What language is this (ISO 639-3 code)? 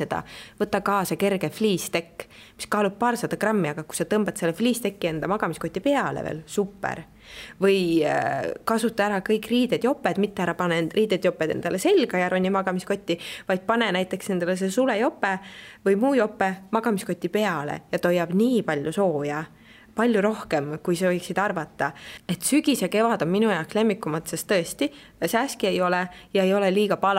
est